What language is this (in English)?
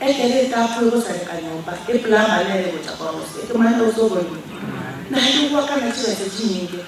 Gusii